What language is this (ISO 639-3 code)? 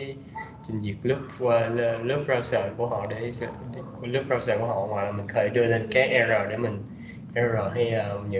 vie